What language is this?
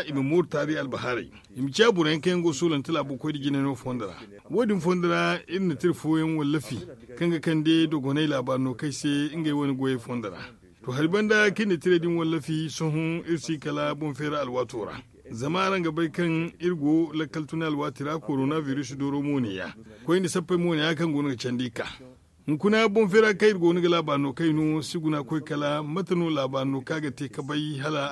Zarma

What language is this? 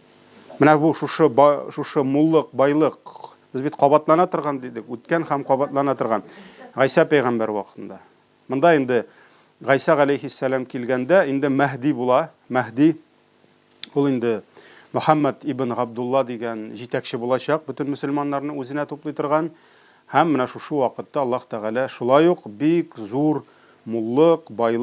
Tatar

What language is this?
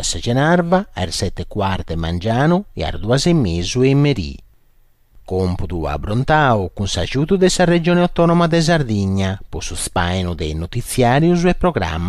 Sardinian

